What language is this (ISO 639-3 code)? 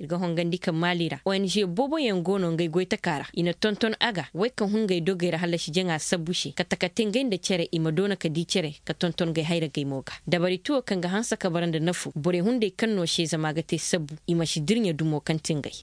ses